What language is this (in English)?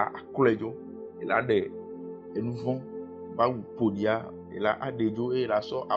Ewe